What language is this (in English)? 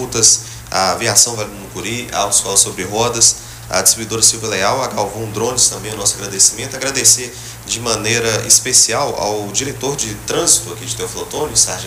Portuguese